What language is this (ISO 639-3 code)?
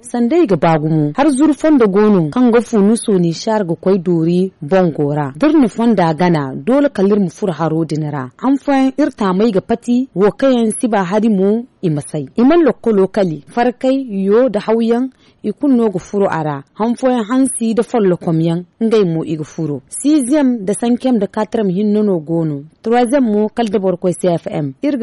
dje